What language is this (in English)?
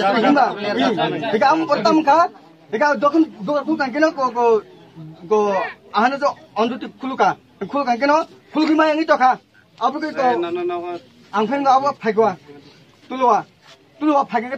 Kok Borok